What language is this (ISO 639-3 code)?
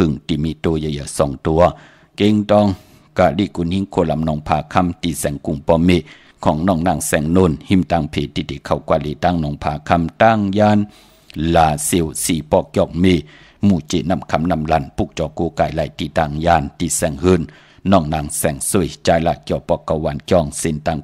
shn